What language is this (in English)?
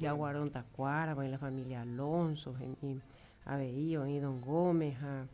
Guarani